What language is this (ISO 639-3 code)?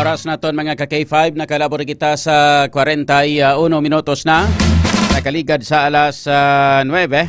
hil